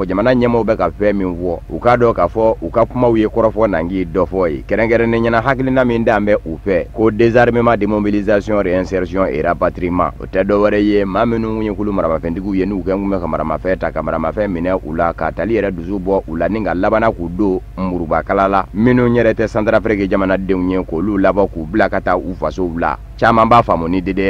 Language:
Bambara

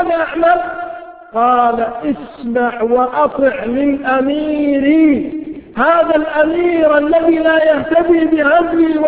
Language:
Arabic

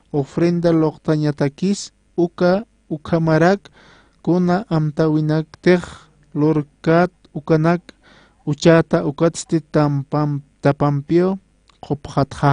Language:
Aymara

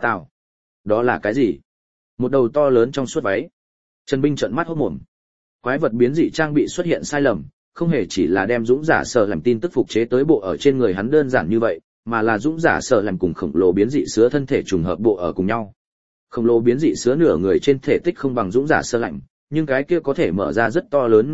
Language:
Vietnamese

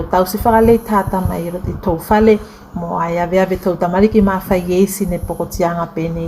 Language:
Tuvalu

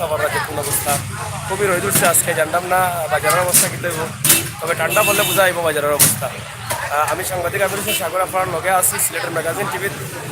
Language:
Sylheti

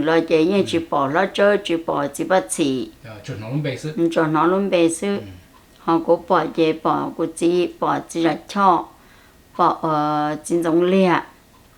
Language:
Hmong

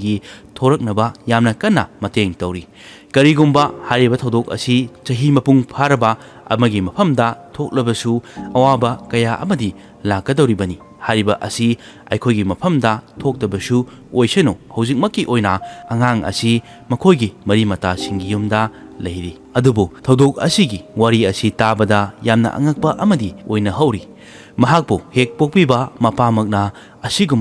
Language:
Manipuri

